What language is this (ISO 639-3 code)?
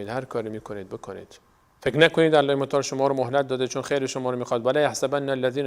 fas